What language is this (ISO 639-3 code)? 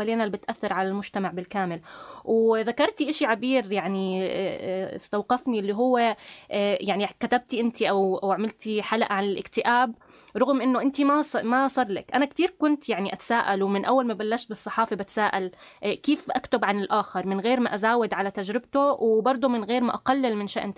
apc